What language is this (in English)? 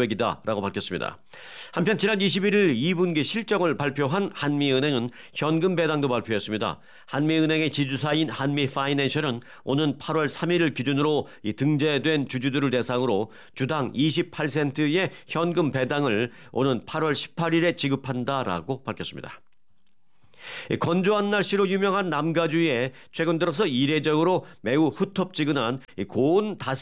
Korean